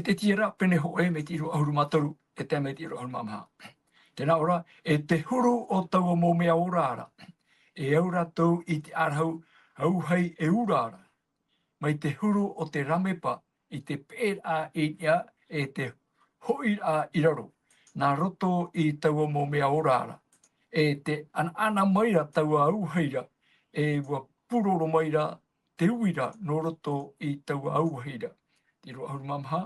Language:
Tahitian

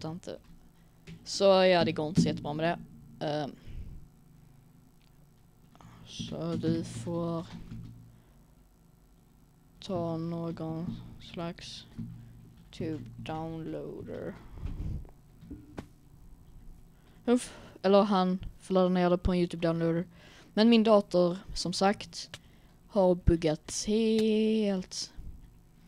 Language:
Swedish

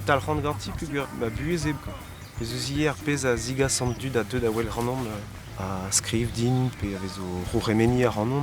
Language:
Breton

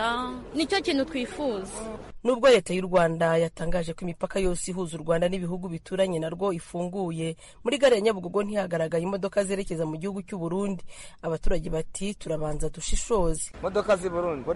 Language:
Kinyarwanda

